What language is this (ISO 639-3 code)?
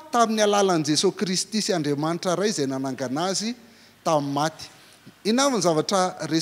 mlg